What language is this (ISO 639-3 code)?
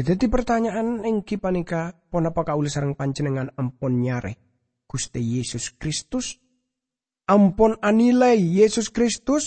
mad